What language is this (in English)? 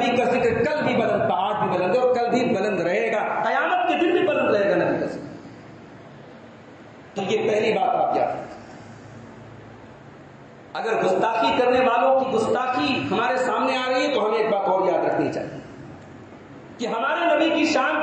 Urdu